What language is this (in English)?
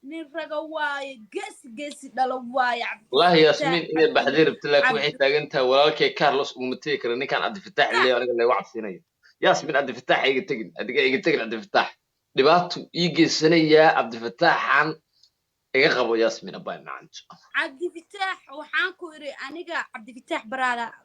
Somali